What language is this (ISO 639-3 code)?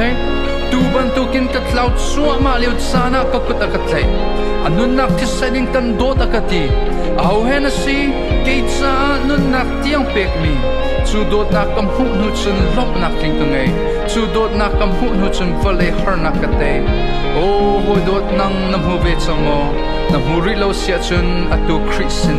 cnh